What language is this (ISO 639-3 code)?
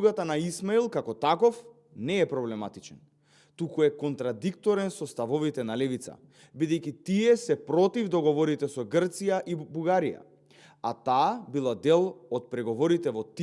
mkd